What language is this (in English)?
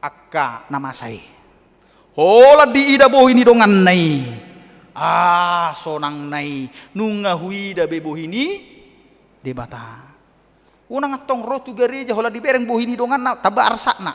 Batak Toba